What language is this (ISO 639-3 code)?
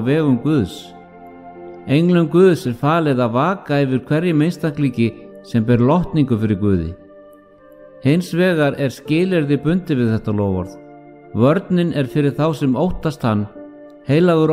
isl